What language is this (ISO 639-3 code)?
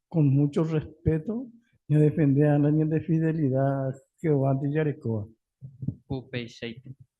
grn